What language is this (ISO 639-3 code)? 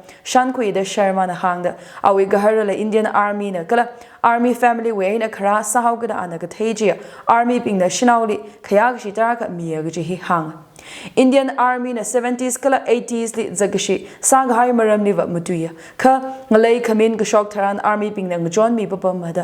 nmf